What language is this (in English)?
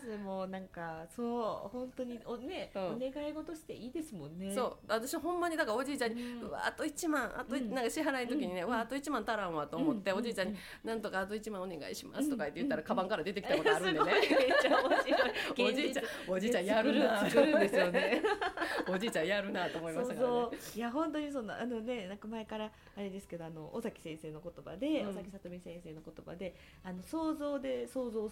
Japanese